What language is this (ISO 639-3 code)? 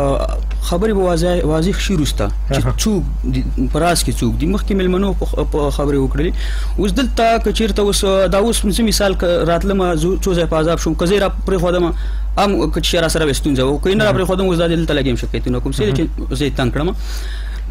pus